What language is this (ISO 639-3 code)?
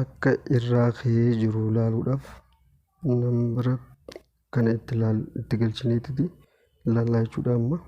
orm